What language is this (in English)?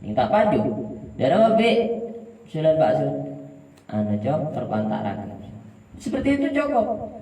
Madurese